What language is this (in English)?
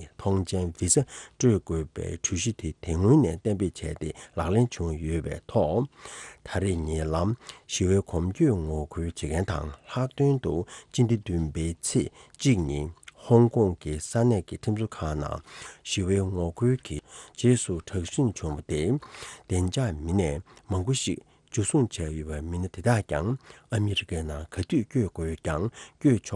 Tibetan